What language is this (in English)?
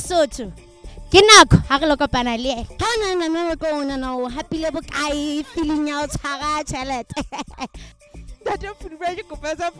Southern Sotho